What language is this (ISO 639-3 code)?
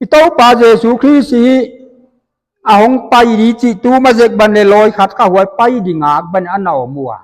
pck